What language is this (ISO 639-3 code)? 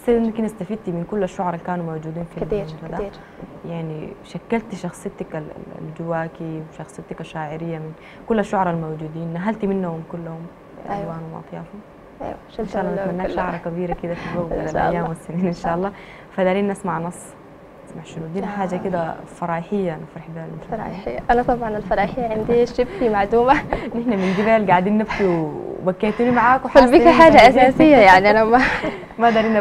apd